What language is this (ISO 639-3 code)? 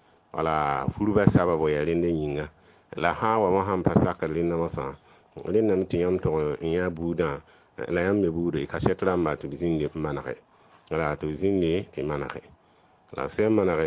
mos